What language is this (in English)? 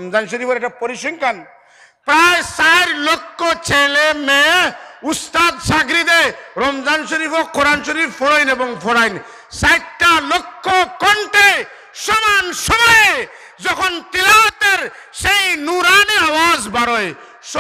Sylheti